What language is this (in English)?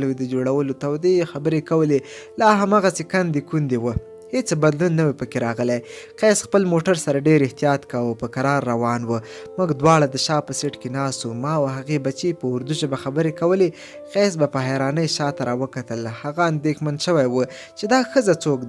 Pashto